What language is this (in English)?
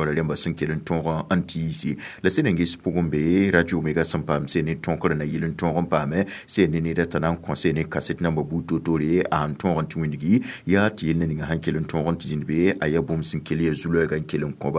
Mossi